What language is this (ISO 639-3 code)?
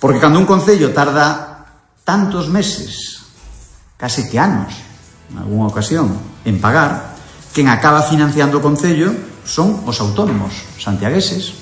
glg